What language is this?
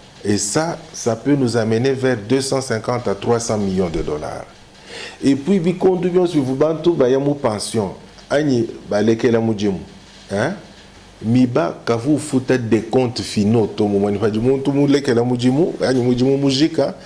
Luba-Lulua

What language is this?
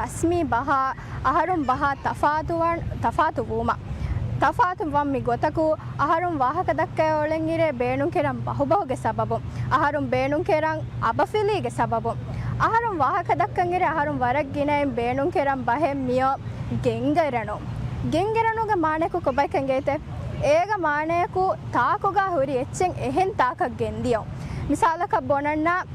Divehi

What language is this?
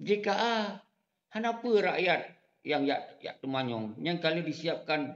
Achinese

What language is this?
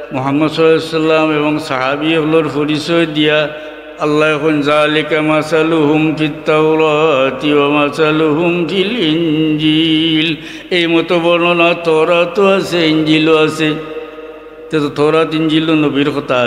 Sylheti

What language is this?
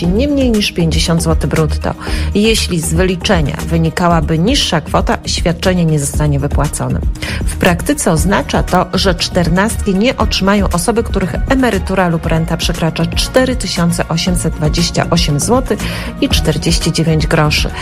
Polish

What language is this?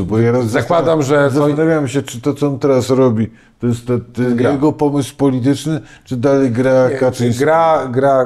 Polish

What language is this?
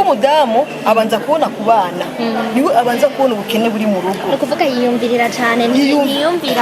Rundi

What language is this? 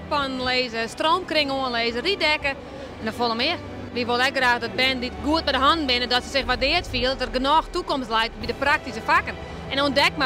Western Frisian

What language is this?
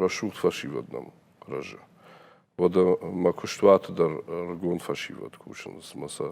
Ossetic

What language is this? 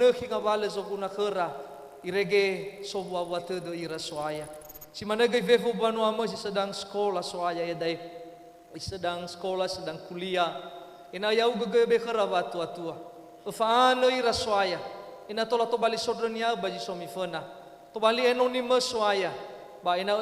Nias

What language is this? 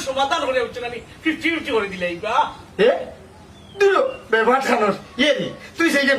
Sylheti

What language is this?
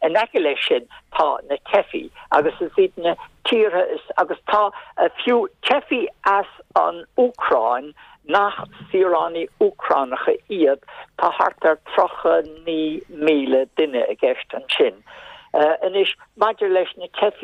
Irish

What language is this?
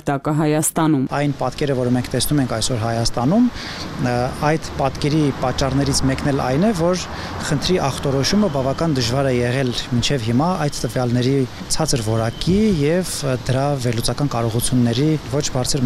Armenian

